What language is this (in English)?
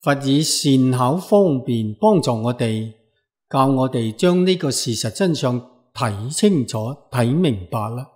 Cantonese